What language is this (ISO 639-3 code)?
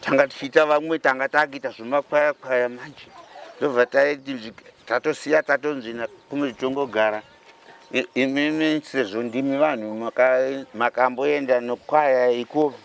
sna